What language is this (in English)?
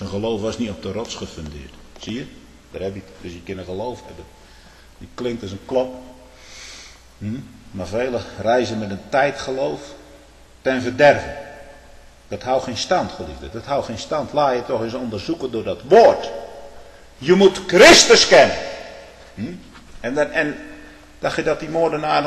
Dutch